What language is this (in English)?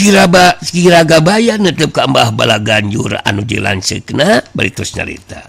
Sundanese